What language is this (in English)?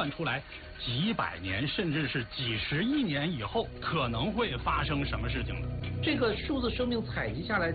Chinese